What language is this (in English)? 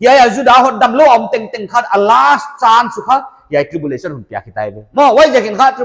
Paite Chin